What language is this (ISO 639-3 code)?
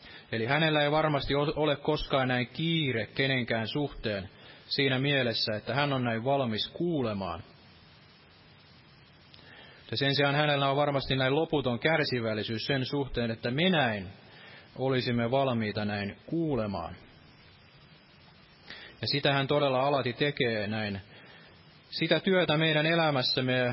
fin